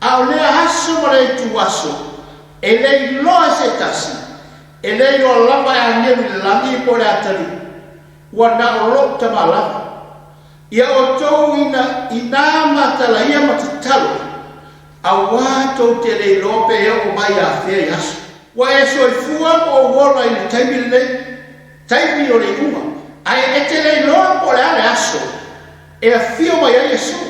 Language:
Samoan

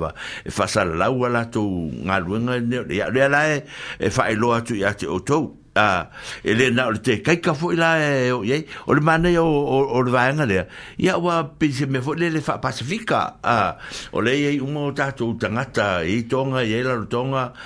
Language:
Samoan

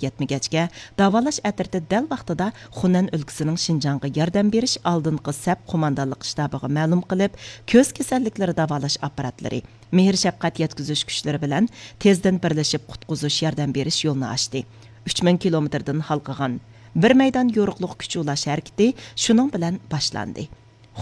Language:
Uyghur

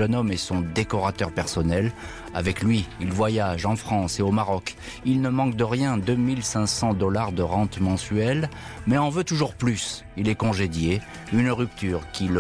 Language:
French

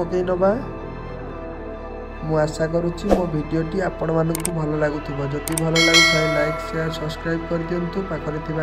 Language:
Odia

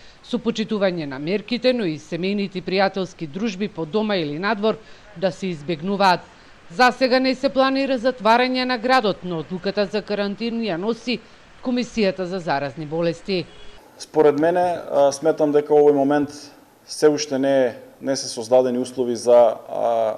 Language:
Macedonian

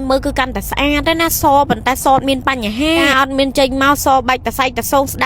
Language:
Khmer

